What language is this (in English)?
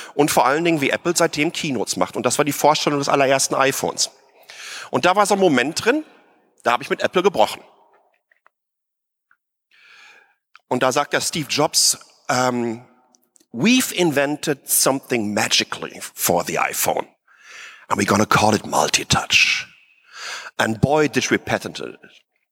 German